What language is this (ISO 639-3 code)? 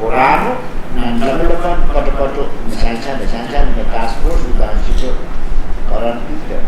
pon